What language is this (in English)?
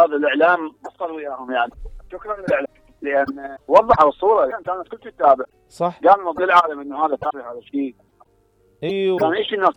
Mesopotamian Arabic